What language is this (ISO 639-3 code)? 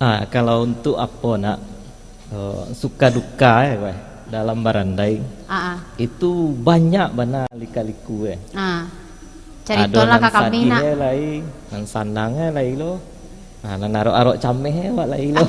min